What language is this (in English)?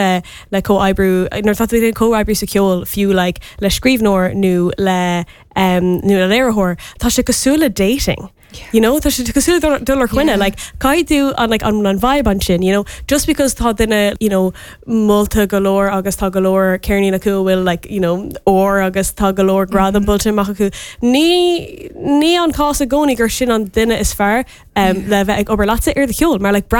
Irish